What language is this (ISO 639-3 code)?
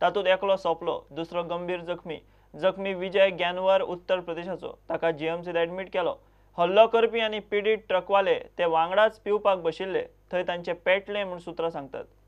kok